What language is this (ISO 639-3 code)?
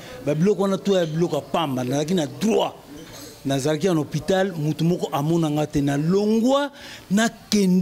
lin